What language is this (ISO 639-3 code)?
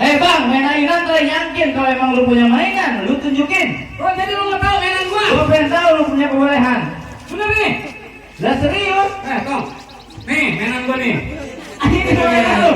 bew